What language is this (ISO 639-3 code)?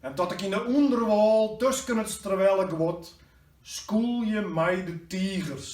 fry